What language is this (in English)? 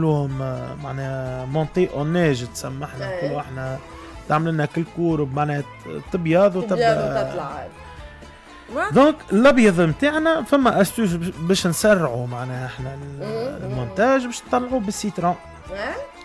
Tunisian Arabic